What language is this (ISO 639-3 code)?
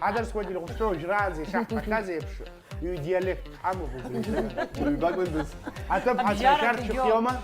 abk